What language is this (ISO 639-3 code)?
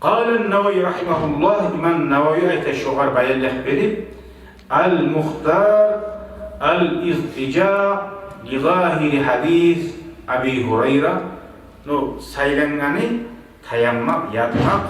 kum